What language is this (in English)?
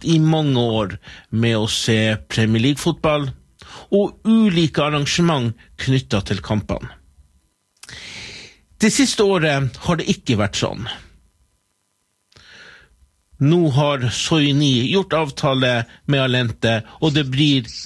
Norwegian